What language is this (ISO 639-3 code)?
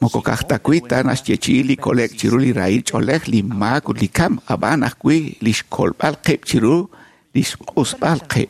kek